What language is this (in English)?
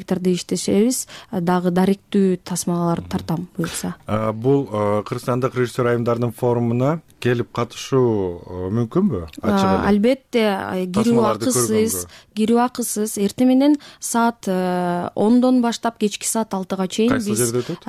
Kyrgyz